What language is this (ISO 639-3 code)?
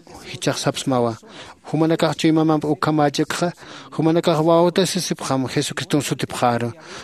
aym